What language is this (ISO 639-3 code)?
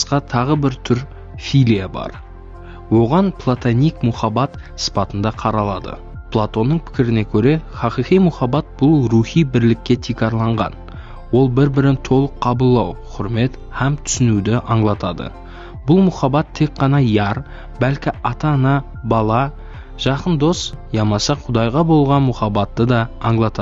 kaa